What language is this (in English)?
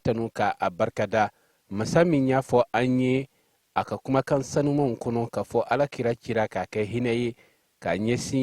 Bambara